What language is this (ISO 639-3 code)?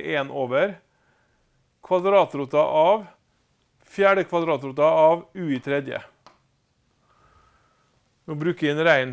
nor